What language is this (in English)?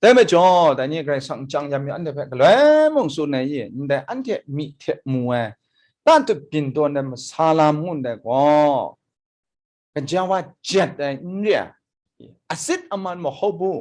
Kachin